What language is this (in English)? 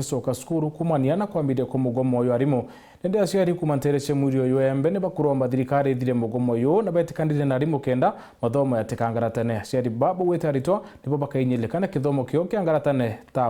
Meru